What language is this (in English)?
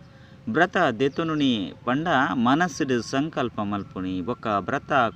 Tulu